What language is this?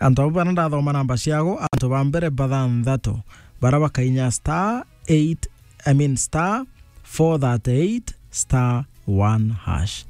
Meru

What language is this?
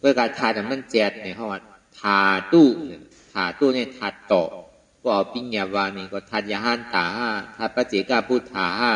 Shan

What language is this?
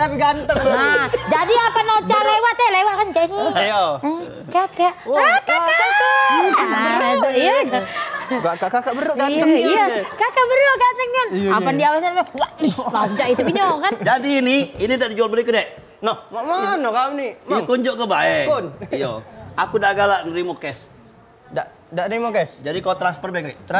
Musi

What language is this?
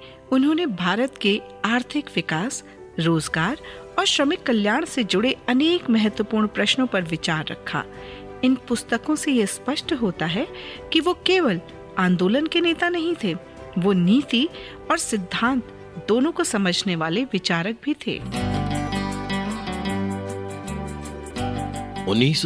Hindi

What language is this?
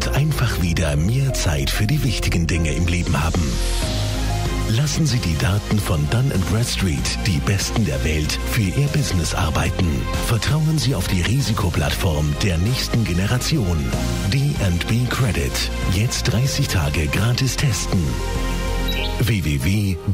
German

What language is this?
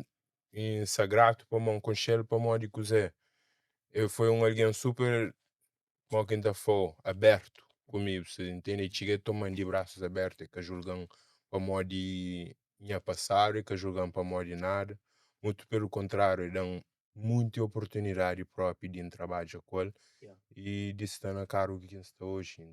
Kabuverdianu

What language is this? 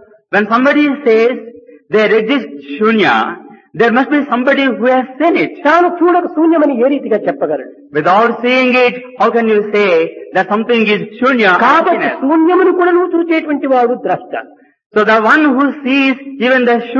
Telugu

